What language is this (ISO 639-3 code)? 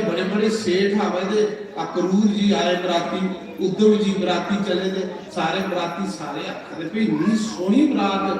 doi